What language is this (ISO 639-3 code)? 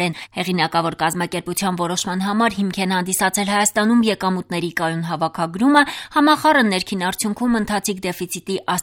hye